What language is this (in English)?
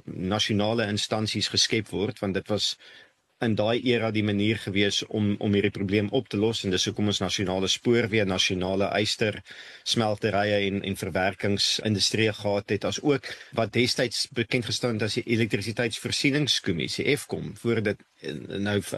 Afrikaans